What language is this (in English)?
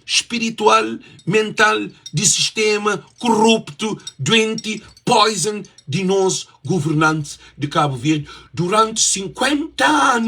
Kabuverdianu